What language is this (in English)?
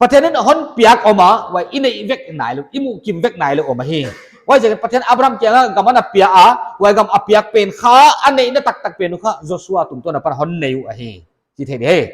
Paite Chin